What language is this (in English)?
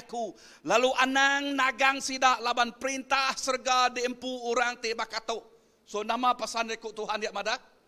Iban